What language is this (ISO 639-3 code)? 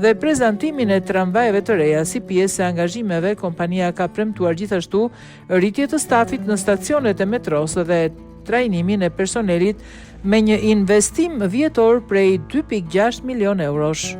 sqi